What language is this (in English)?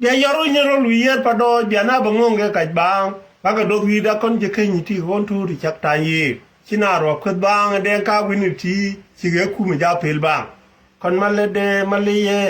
Nuer